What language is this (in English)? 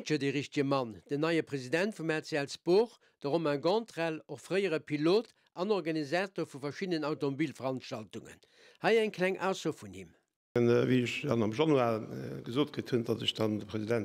Luxembourgish